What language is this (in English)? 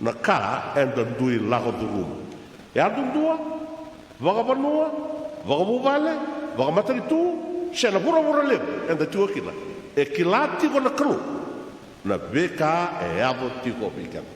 Fijian